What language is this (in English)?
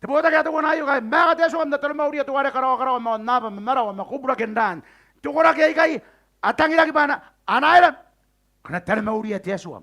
Gilbertese